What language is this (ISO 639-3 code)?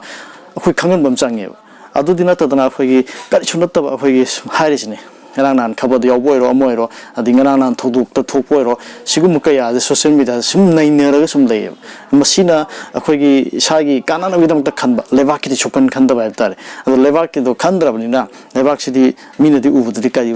mni